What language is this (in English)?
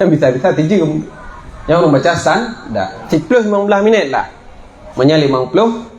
Achinese